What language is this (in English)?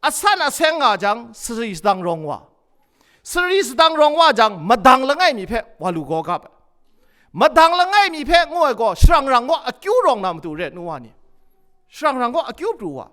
Kachin